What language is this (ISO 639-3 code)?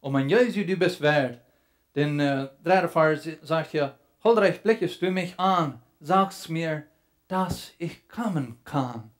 pdt